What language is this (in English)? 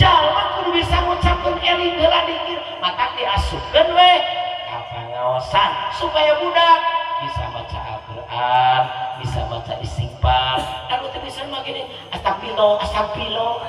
Sundanese